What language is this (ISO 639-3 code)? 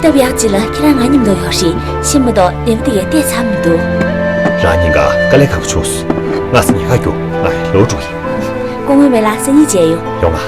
bod